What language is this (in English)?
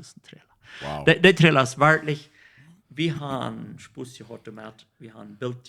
Plautdietsch